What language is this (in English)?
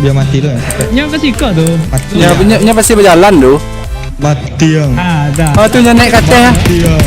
Minangkabau